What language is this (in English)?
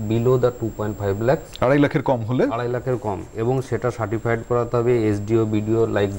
Bangla